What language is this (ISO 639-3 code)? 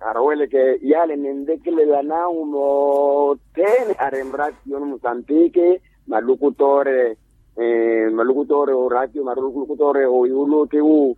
vmw